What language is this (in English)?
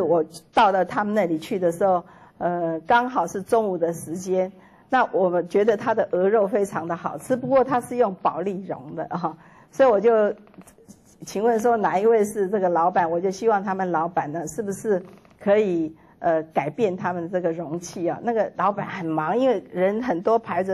Chinese